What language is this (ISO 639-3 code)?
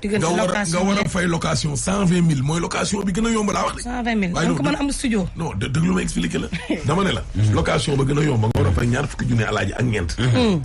wol